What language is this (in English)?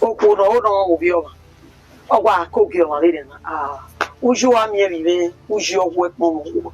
Bini